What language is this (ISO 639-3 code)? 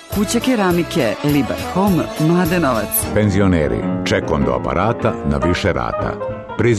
srp